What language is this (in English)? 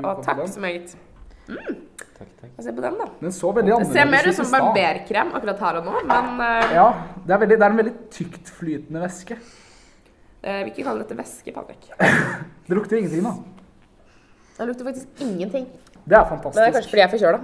Norwegian